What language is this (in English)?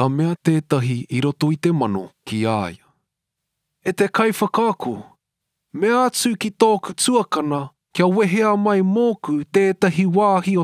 Māori